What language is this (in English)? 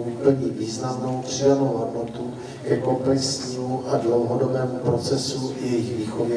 Czech